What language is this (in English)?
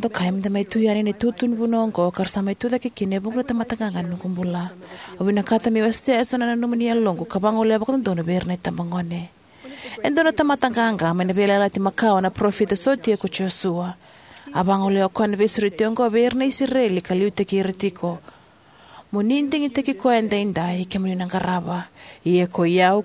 Fijian